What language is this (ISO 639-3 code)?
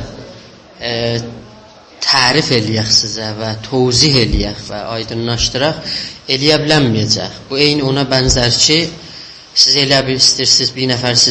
azb